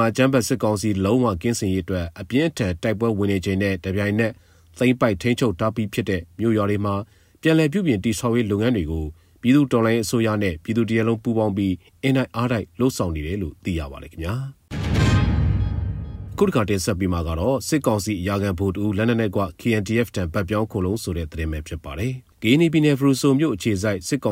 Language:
Burmese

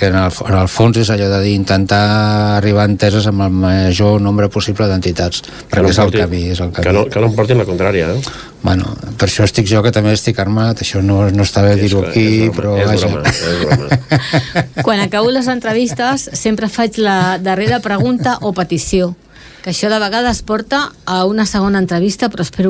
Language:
Catalan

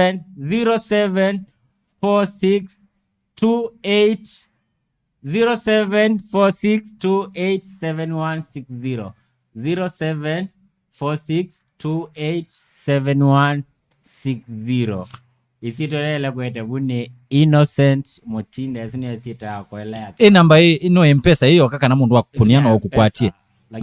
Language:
Kamba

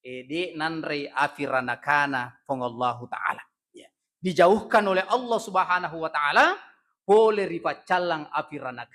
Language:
Buginese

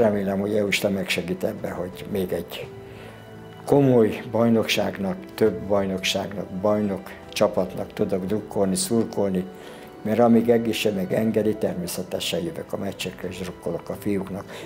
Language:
Hungarian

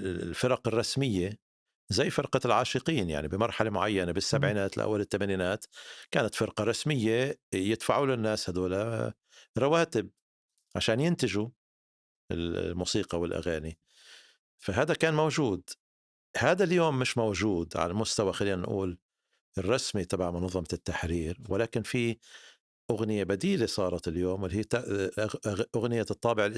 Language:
North Levantine Arabic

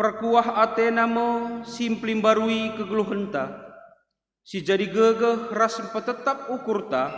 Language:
Batak Karo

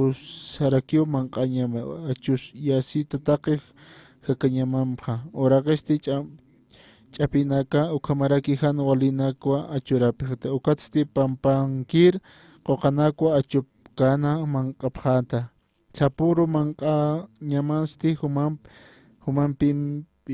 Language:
Aymara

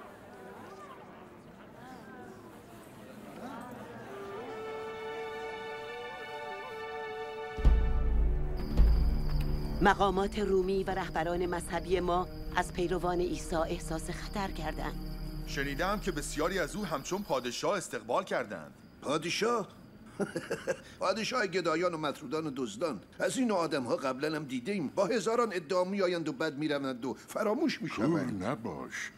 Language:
Persian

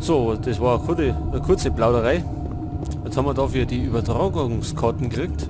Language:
Bavarian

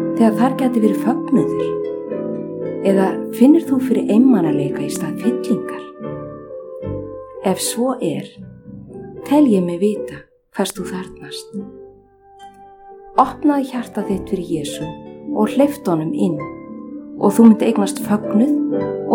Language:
Icelandic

